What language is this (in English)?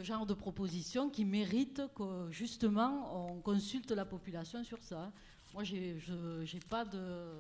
French